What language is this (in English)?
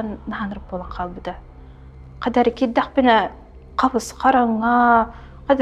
Yakut